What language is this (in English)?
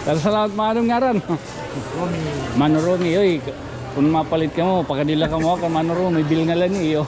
Waray